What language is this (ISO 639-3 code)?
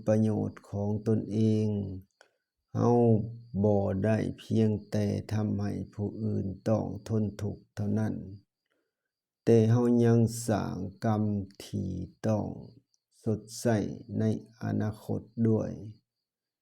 lao